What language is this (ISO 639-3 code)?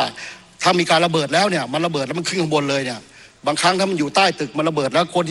tha